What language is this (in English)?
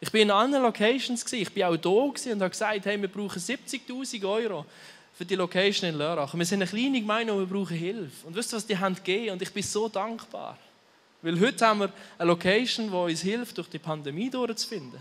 Swiss German